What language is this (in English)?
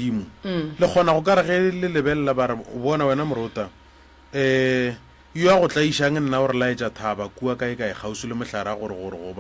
Northern Sotho